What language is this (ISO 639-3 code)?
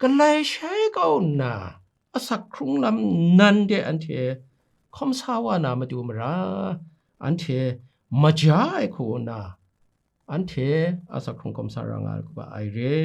kac